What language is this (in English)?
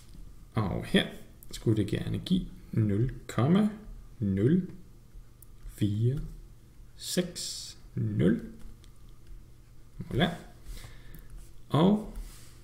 Danish